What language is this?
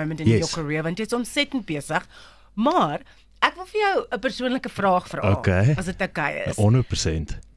Afrikaans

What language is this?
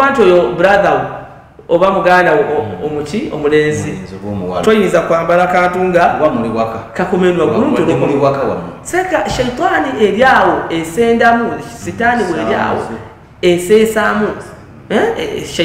Ganda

